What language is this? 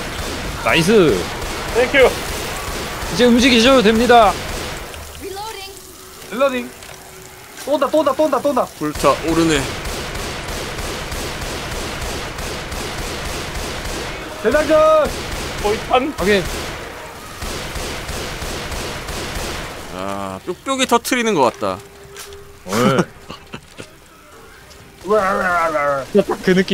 Korean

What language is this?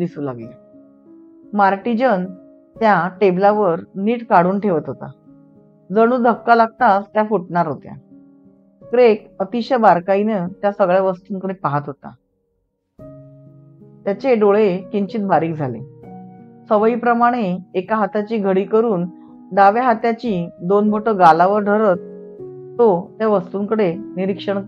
Marathi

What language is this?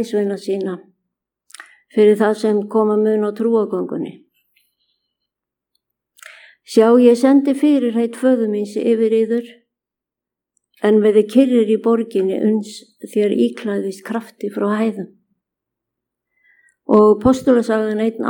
Icelandic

